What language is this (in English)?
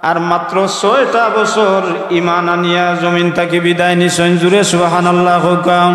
Sylheti